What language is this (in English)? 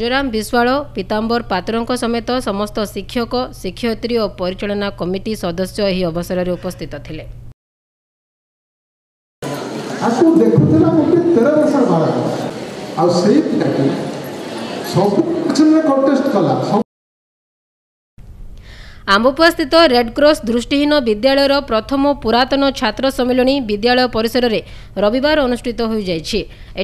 Odia